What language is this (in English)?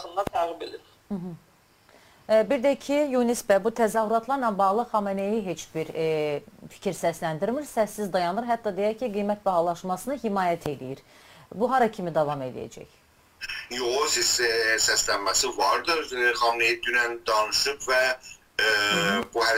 South Azerbaijani